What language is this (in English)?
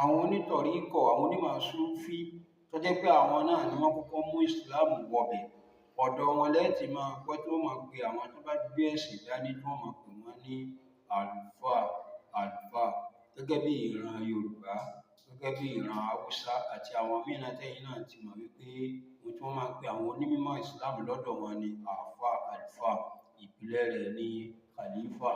Yoruba